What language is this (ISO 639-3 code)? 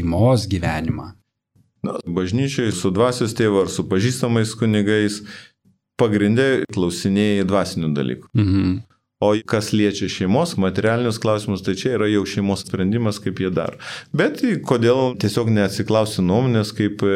lit